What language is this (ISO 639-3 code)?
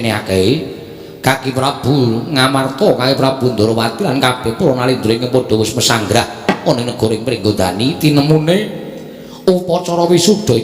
jav